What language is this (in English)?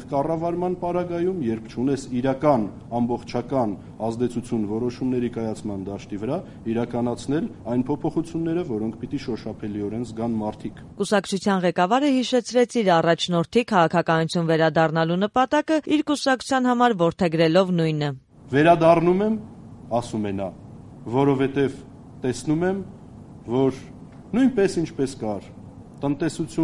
Armenian